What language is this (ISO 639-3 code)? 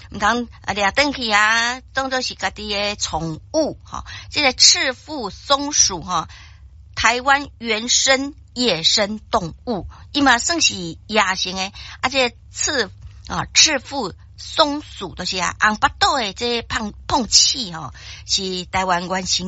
nan